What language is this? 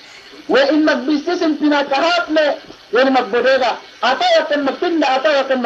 Yakan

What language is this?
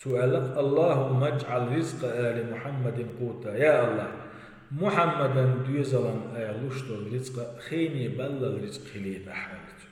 Chechen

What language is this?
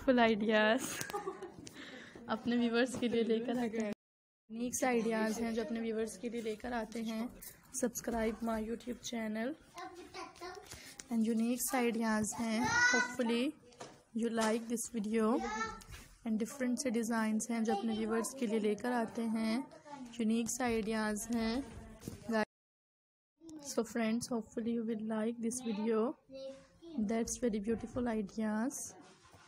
Hindi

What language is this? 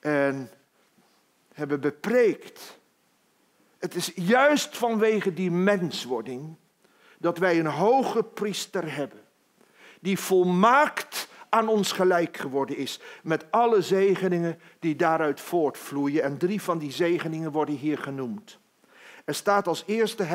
Dutch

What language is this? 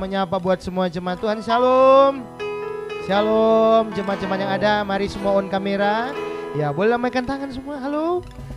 Indonesian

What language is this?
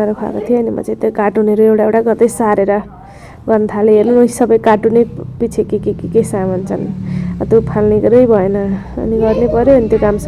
Nepali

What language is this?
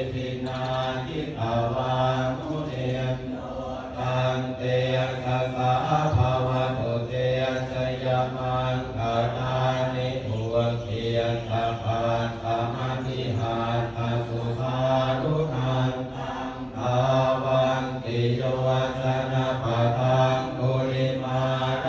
Pali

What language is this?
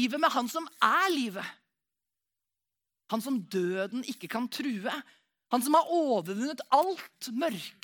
Norwegian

